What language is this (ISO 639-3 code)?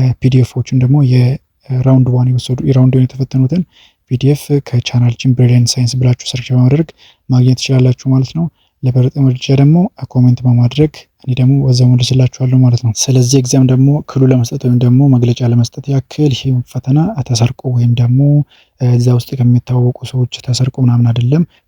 amh